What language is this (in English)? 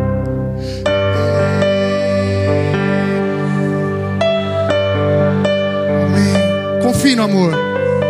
Portuguese